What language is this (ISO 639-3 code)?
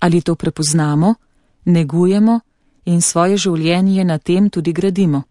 slv